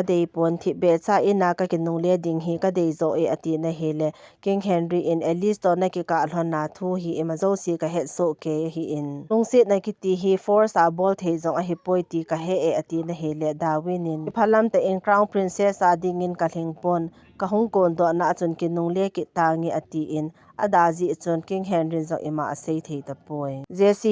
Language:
Thado Chin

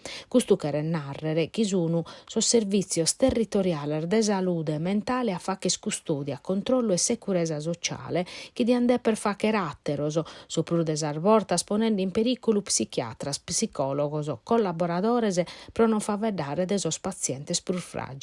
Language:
Sardinian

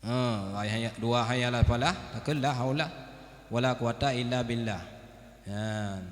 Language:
Achinese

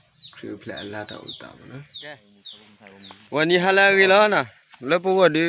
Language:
S'gaw Karen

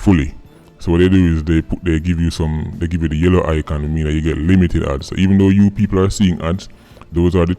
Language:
Jamaican Creole English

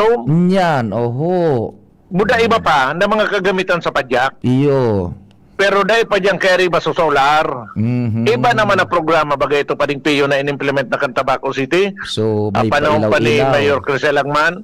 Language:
Bikol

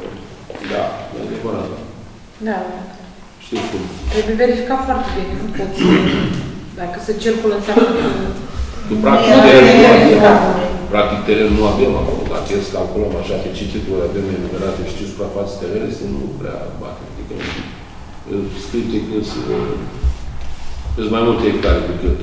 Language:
Romanian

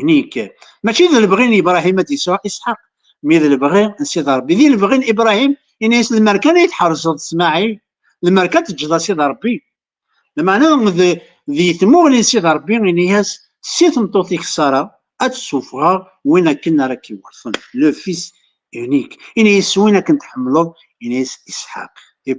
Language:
Kabyle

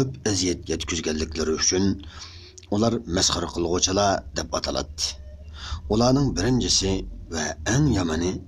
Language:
Uyghur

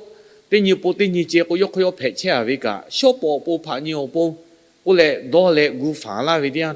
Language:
Lahu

